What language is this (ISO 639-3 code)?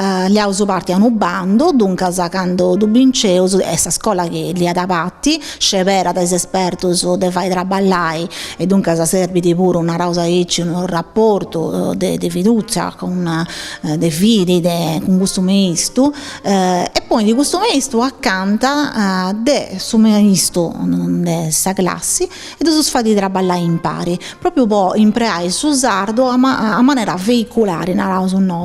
srd